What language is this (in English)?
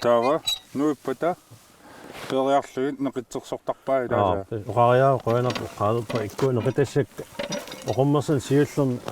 Kalaallisut